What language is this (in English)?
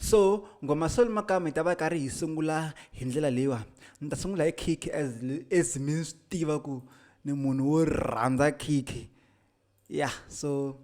Tsonga